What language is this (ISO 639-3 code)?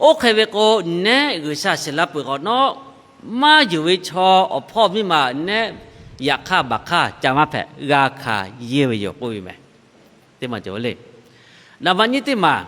lhu